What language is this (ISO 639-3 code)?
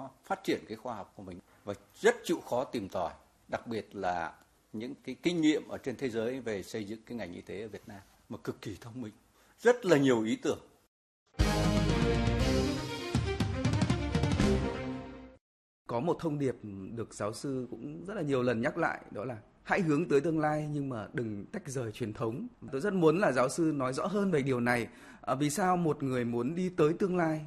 vie